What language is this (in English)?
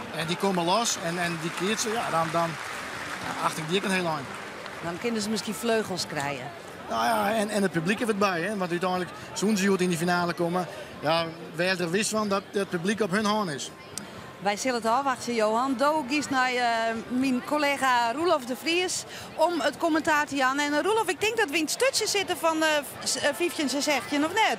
Western Frisian